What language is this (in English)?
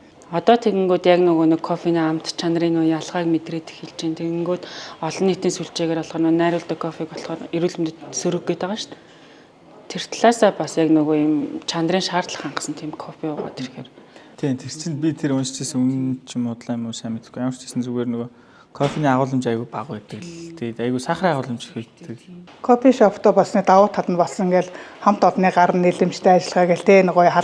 Mongolian